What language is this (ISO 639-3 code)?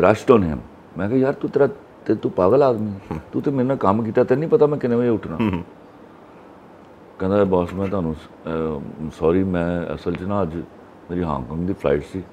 pan